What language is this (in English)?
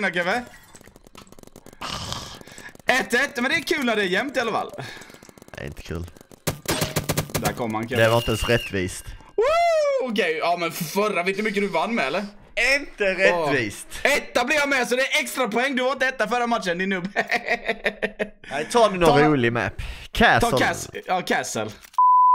Swedish